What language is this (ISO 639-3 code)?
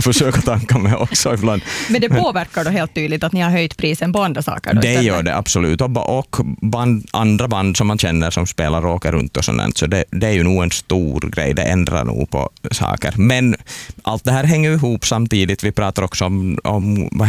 swe